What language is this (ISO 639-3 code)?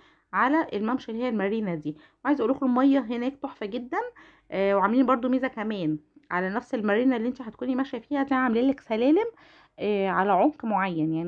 arz